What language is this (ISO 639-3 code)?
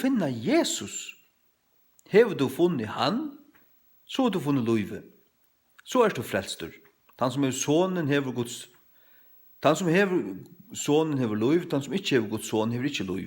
fao